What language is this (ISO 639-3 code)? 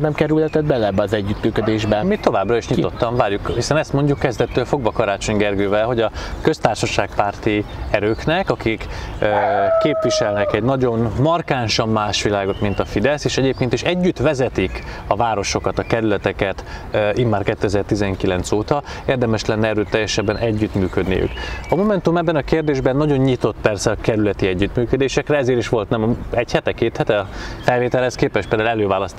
hun